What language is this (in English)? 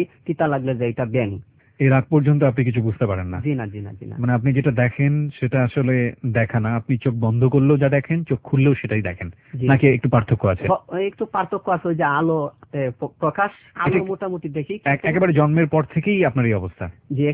Bangla